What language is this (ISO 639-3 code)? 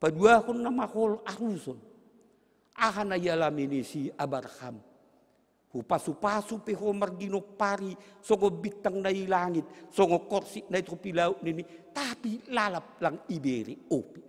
bts